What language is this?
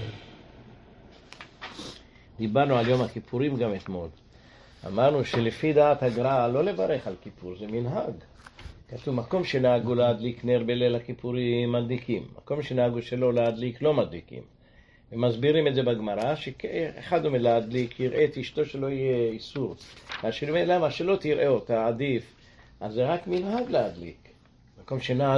Hebrew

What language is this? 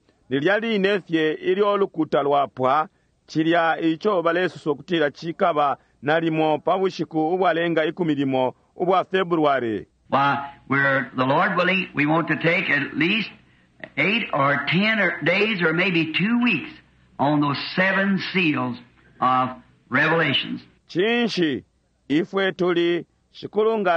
Bemba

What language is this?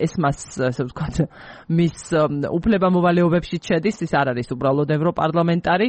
Georgian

